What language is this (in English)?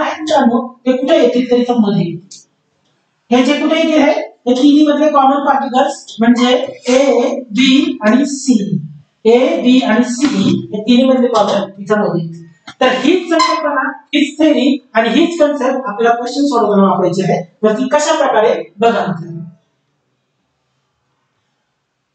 Marathi